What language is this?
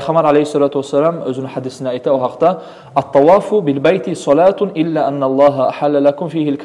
Kumyk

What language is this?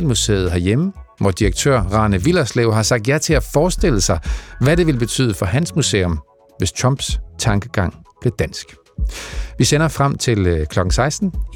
Danish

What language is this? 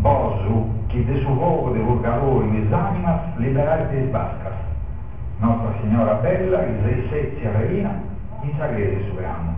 Sardinian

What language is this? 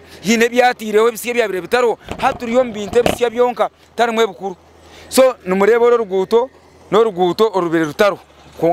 Nyankole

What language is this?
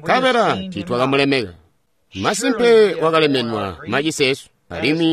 Tonga (Zambia)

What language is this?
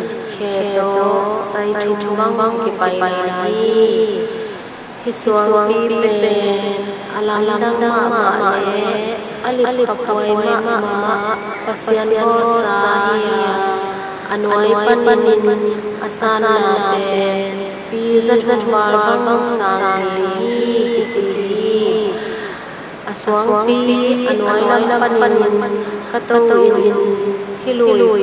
Tedim Chin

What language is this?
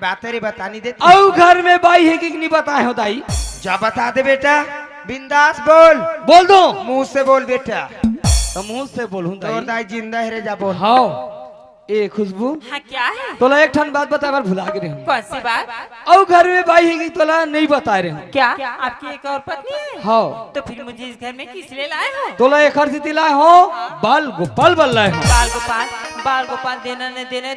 Chhattisgarhi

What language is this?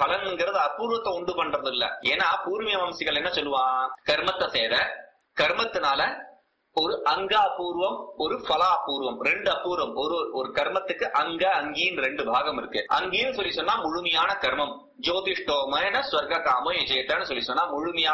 Tamil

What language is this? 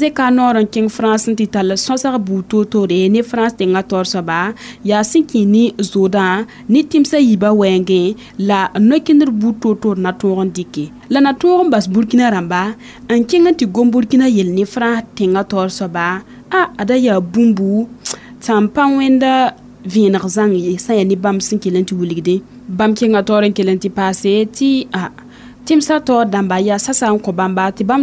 Mossi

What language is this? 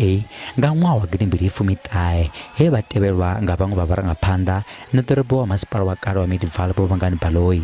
Venda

